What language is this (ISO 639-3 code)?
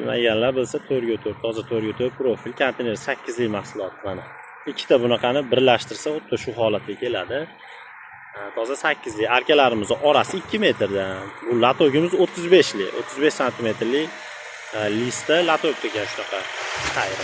uzb